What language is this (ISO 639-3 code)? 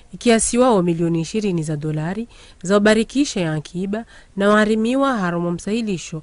zdj